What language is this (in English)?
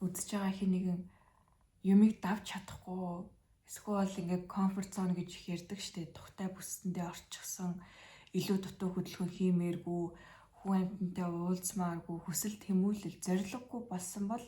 Mongolian